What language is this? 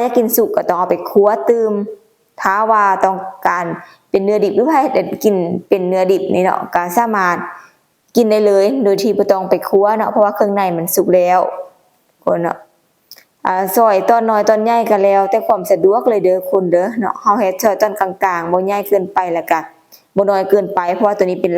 Lao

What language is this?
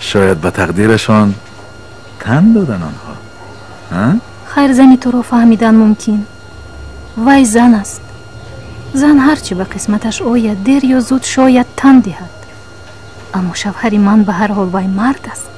Tajik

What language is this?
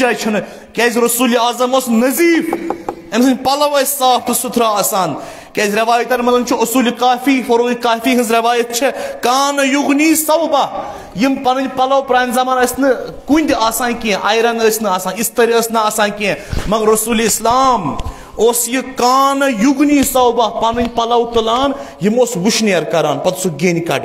Kashmiri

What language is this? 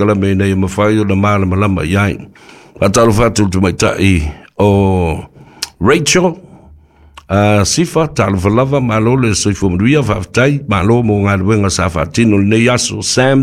Samoan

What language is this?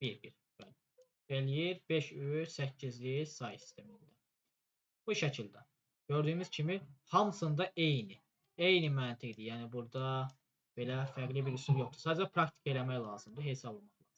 Azerbaijani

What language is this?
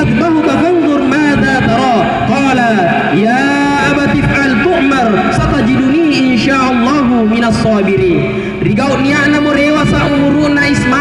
Makasar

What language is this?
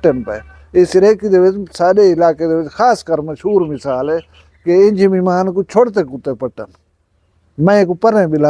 Saraiki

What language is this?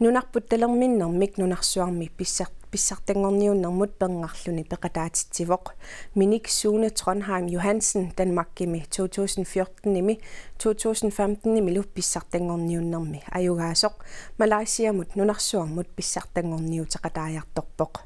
Kalaallisut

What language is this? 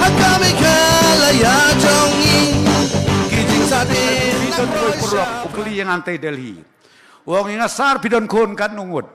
Khasi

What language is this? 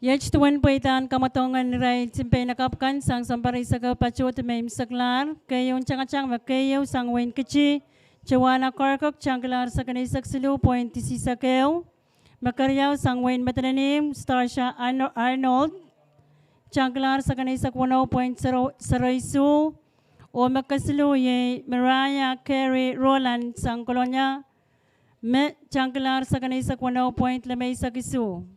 Pohnpeian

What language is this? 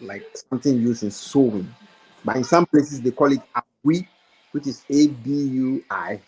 Ewe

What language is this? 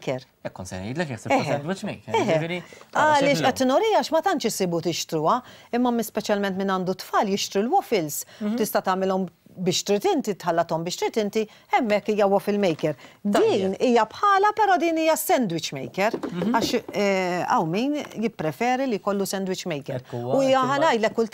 Maltese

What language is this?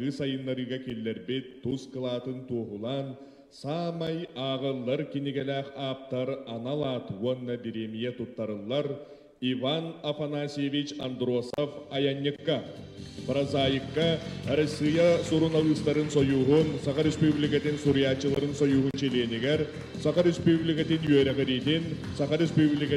Yakut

